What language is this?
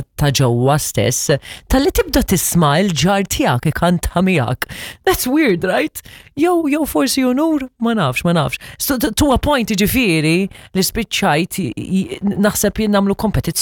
Maltese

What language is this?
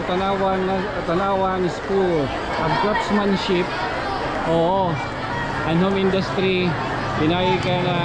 Waray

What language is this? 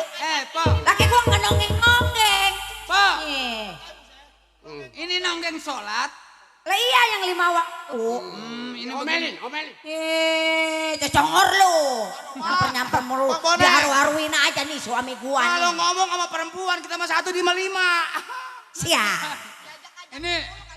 Betawi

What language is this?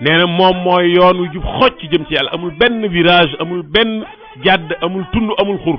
Wolof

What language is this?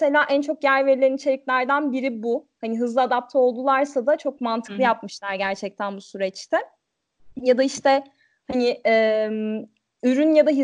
Turkish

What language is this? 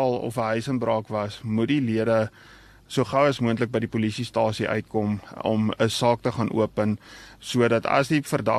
Afrikaans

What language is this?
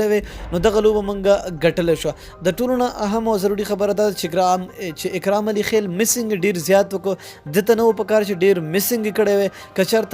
Pashto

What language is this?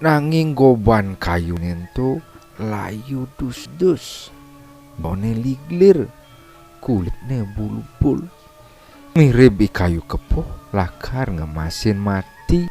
Balinese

